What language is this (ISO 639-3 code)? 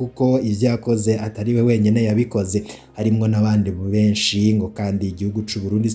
run